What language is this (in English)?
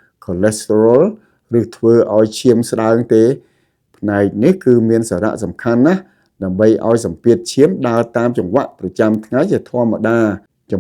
Khmer